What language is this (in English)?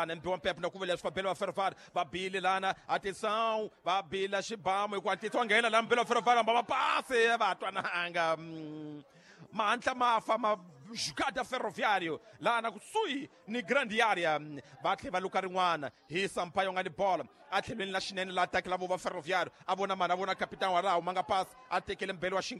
Tsonga